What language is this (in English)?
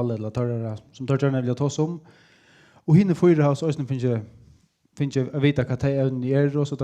Faroese